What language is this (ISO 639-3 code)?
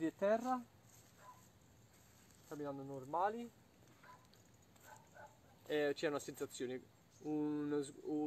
ita